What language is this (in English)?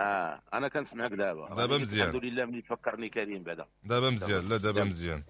Moroccan Arabic